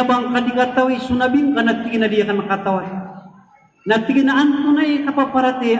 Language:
Maranao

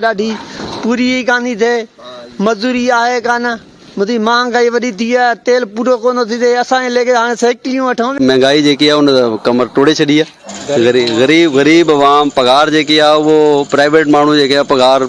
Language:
Sindhi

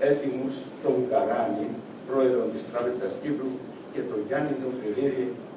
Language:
Greek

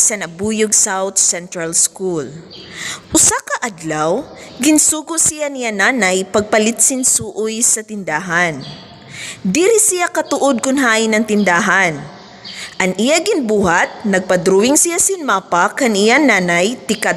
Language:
Waray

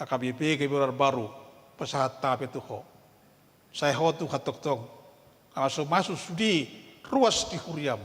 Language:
Batak Toba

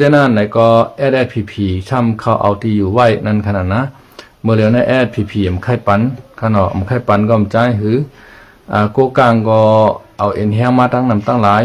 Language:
Shan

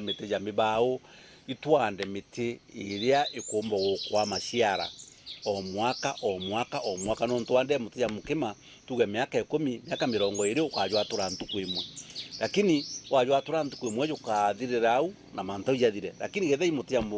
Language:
Meru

